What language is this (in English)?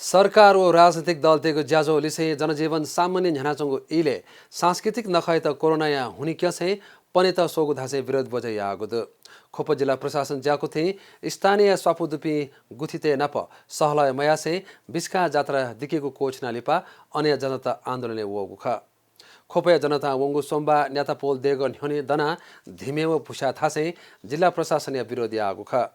Newari